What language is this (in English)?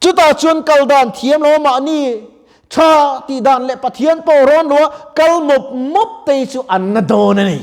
Mizo